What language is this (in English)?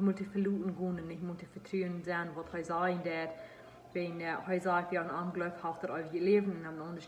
Plautdietsch